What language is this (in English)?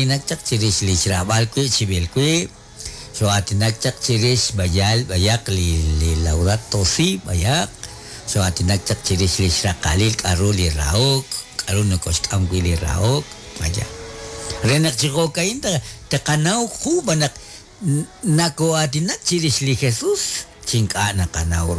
Kekchí